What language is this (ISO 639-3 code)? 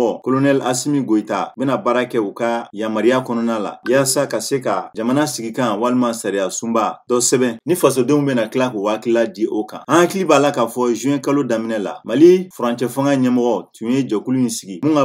bam